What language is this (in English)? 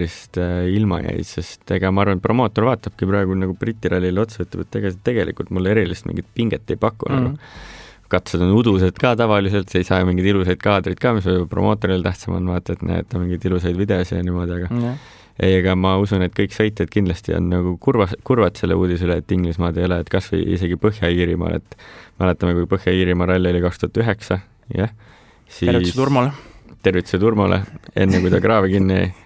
Estonian